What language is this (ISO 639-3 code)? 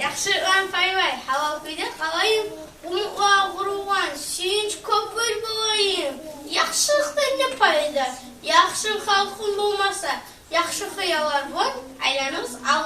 kum